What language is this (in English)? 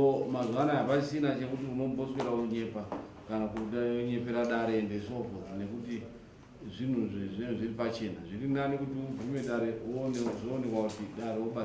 Shona